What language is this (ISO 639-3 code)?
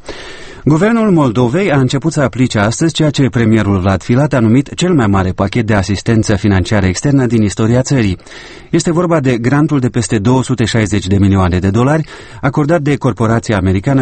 ron